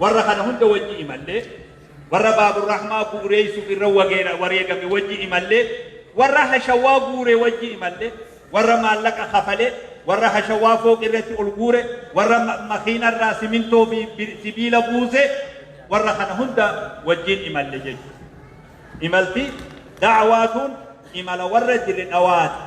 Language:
Oromo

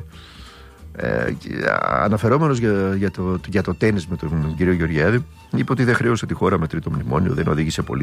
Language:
Greek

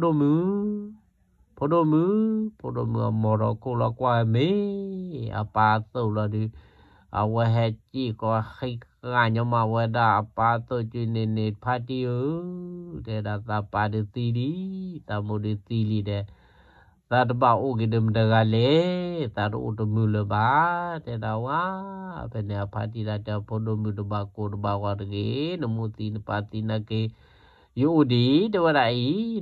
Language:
S'gaw Karen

